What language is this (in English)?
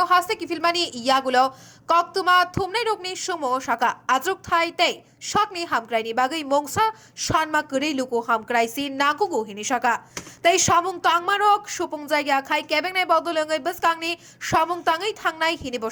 Kok Borok